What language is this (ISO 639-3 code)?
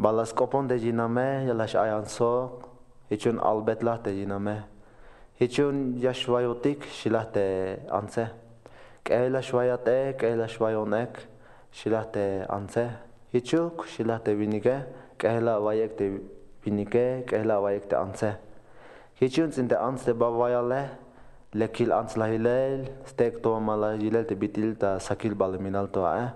tzh